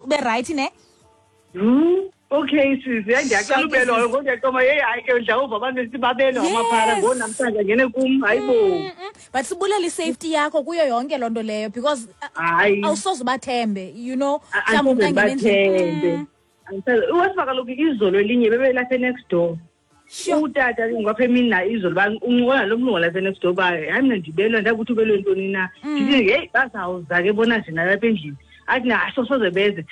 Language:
Xhosa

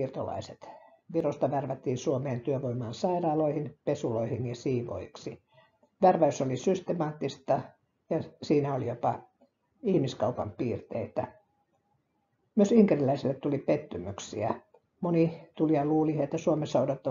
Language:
Finnish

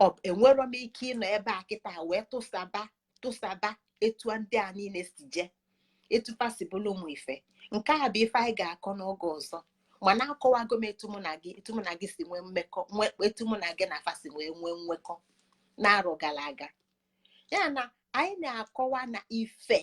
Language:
Igbo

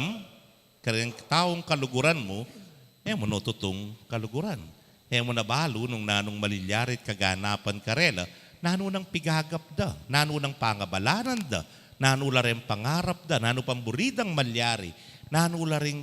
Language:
Pampanga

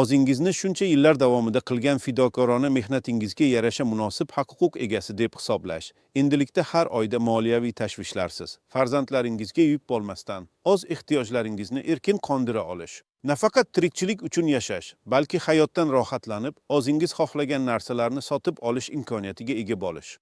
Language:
Uzbek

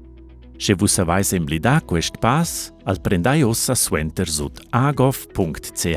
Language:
Romansh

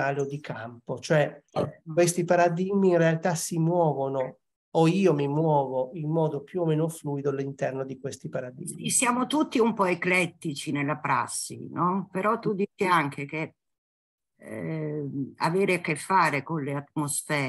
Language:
Italian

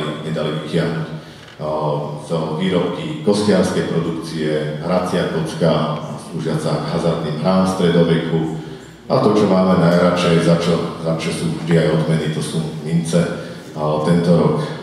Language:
Slovak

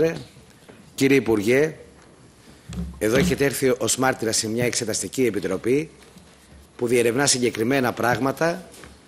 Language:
Greek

